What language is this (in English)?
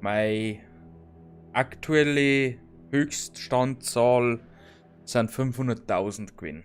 Bavarian